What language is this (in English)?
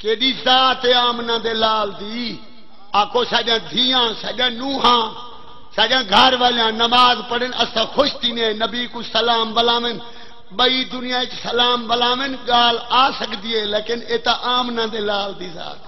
Saraiki